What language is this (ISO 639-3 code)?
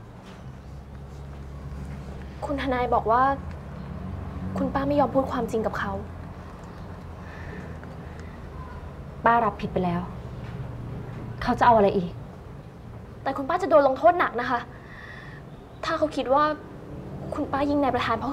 tha